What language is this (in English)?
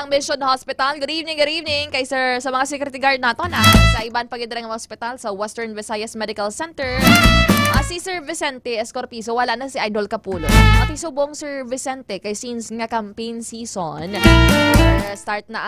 Hiligaynon